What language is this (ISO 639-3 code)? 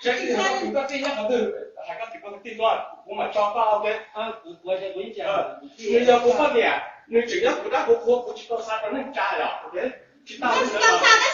hmn